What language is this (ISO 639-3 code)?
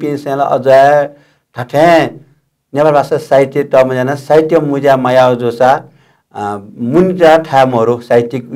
new